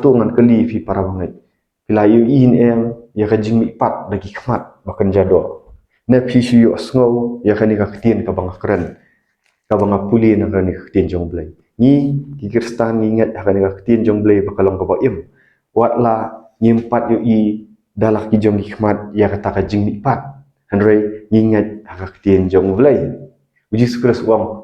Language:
Khasi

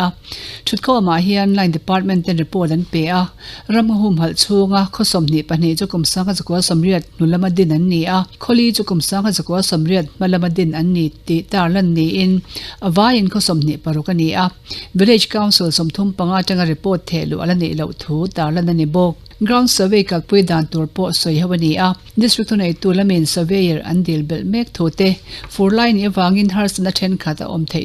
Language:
Mizo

